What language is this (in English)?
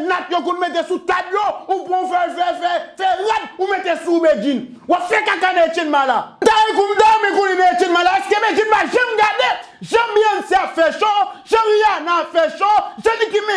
Haitian Creole